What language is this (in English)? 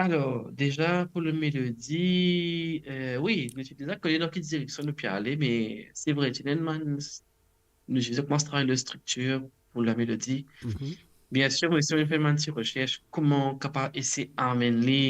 Morisyen